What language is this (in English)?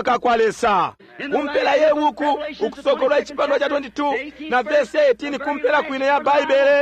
Bemba